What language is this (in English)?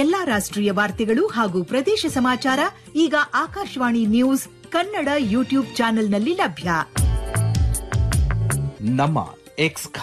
Kannada